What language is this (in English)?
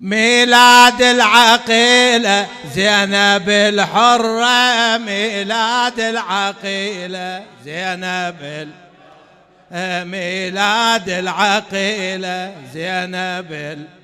Mesopotamian Arabic